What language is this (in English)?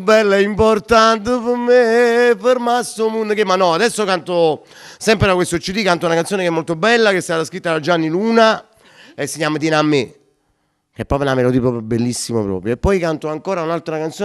Neapolitan